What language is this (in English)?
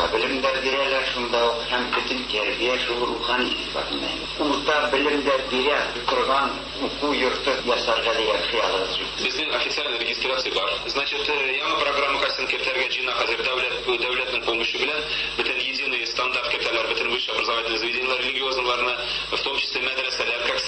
Tatar